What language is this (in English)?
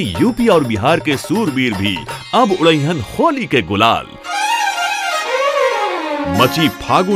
Bhojpuri